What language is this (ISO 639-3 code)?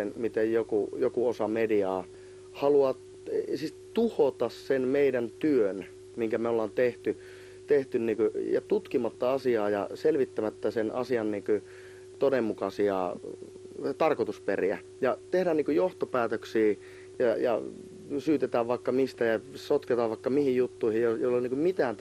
fin